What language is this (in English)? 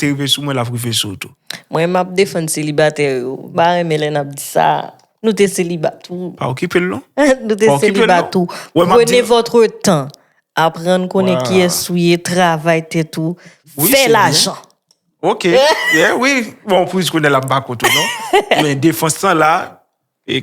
Haitian Creole